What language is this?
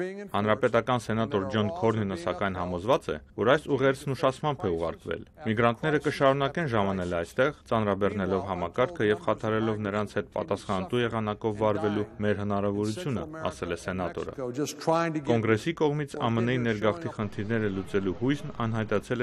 Armenian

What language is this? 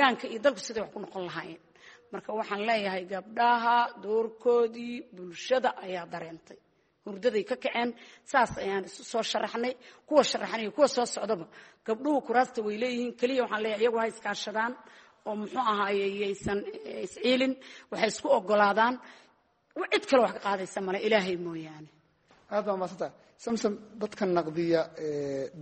Somali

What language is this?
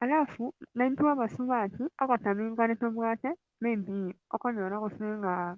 Gusii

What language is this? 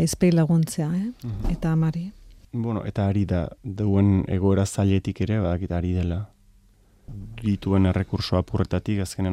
Basque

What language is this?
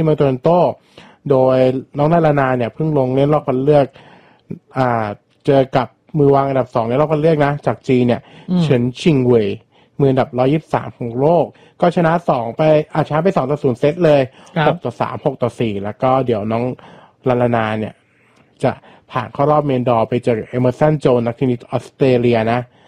Thai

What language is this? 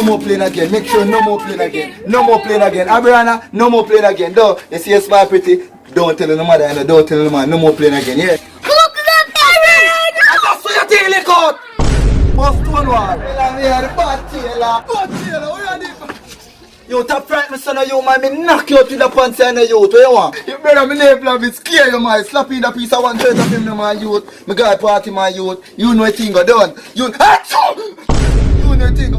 Jamaican Creole English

